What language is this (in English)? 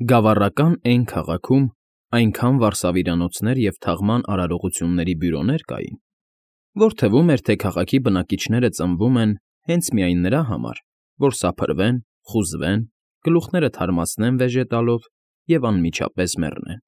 Armenian